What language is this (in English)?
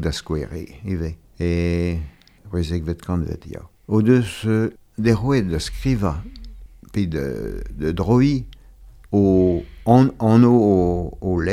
Breton